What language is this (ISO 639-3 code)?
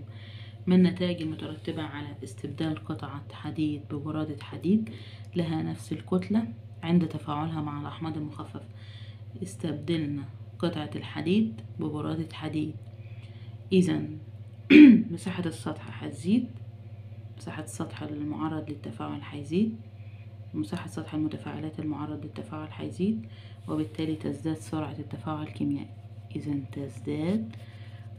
arz